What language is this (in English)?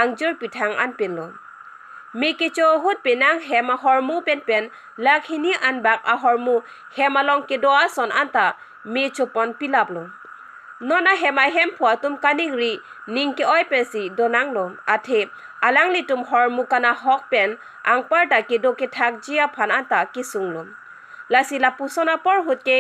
Karbi